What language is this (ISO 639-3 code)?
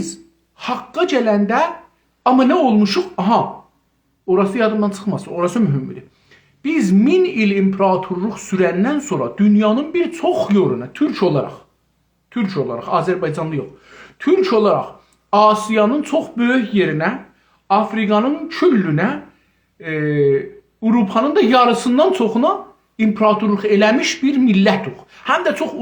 azb